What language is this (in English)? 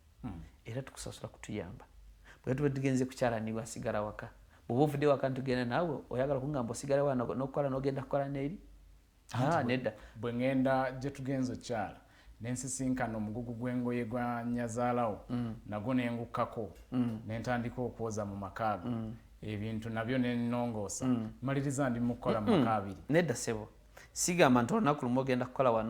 Ganda